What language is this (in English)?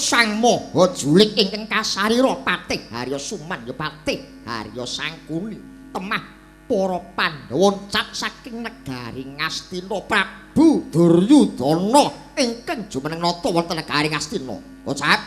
Javanese